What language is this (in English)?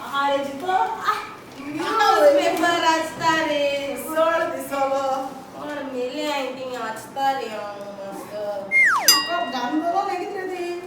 Konkani